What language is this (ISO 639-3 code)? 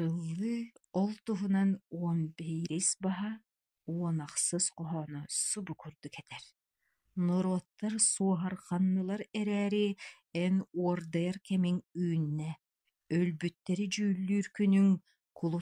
sah